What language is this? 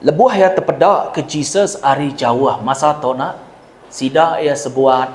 Iban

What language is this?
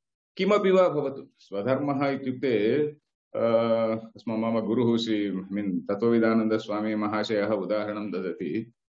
Sanskrit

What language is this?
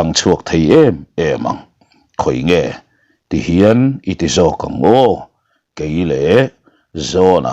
Mizo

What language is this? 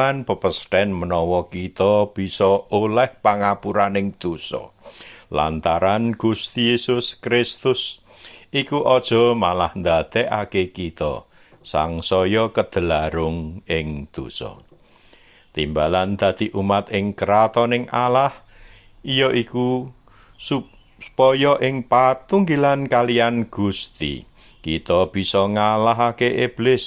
Javanese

